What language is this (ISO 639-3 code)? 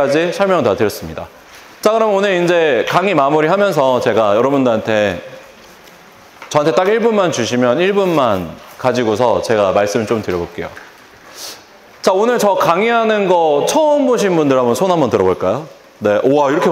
kor